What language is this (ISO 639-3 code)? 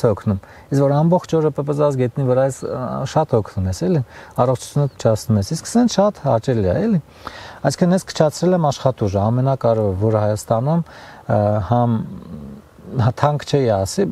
hye